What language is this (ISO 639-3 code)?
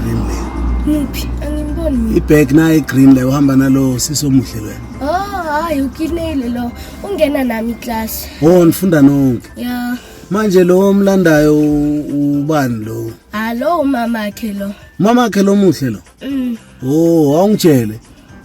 zul